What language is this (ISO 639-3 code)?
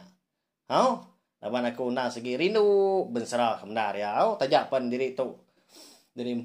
iba